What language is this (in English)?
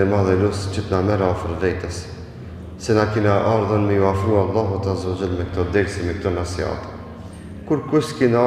Albanian